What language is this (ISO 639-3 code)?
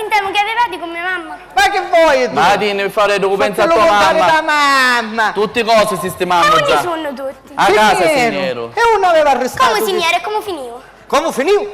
scn